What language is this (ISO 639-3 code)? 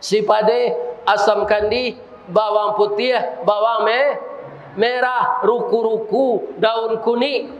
min